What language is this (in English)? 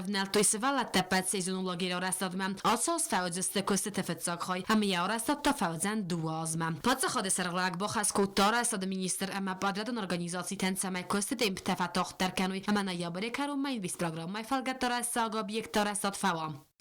Ossetic